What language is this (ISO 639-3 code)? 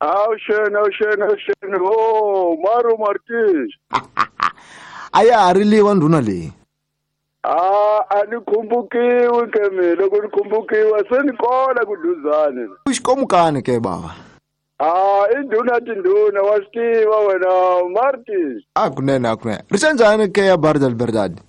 tso